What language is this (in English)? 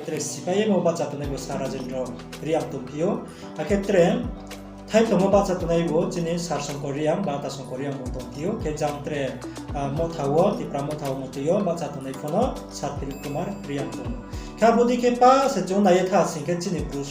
Riang (India)